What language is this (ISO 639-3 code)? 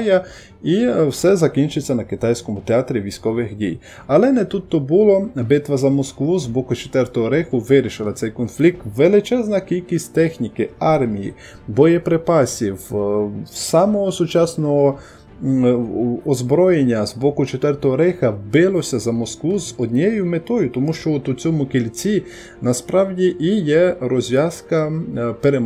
ukr